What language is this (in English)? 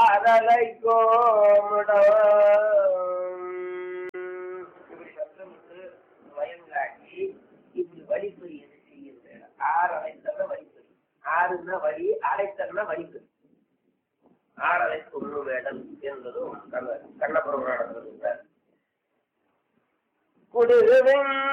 Tamil